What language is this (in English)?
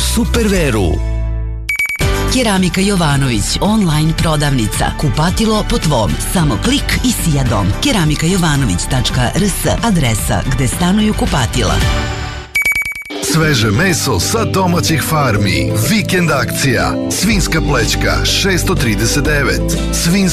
Serbian